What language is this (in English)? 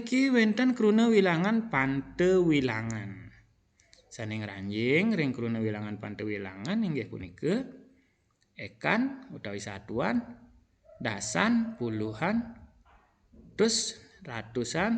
Balinese